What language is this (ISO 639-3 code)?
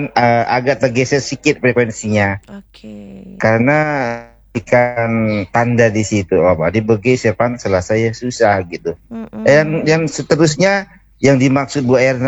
ind